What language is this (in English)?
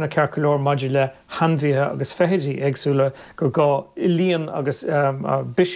Irish